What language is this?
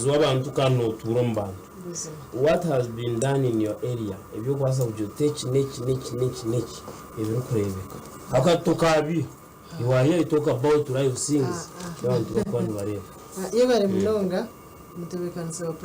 Nyankole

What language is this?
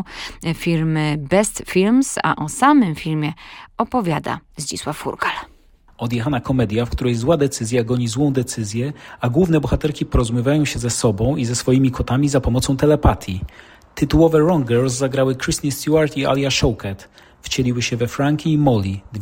Polish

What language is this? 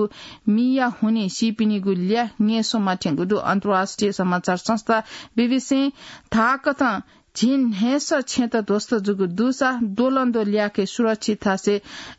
Newari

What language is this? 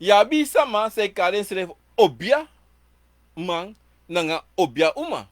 Sranan Tongo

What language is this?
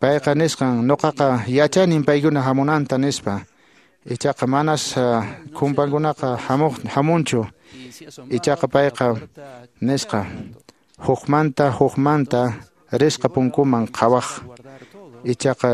Quechua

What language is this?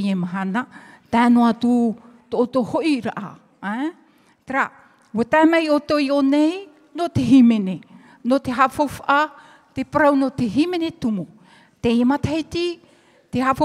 Tahitian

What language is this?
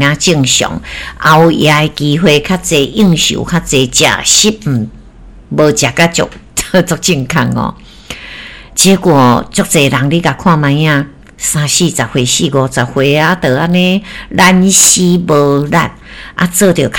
Min Nan Chinese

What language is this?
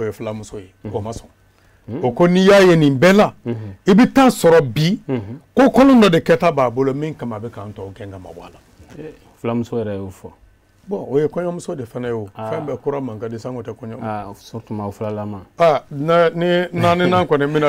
Bambara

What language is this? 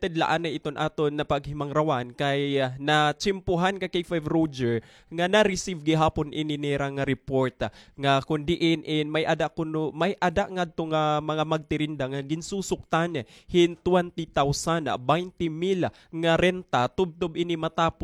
Waray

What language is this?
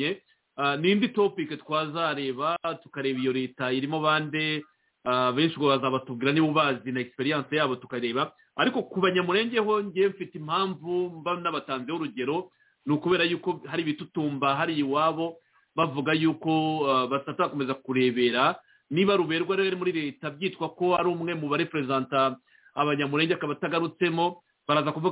Kinyarwanda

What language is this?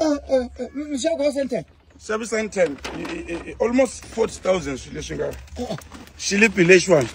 Tsonga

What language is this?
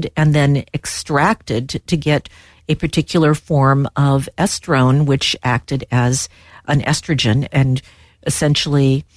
English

